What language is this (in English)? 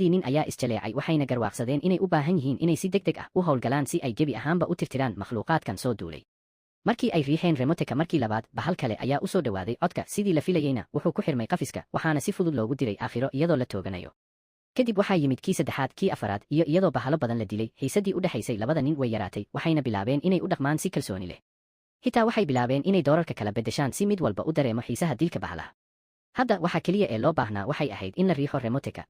Somali